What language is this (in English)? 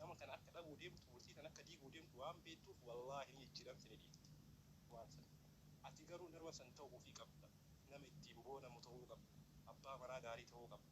Oromo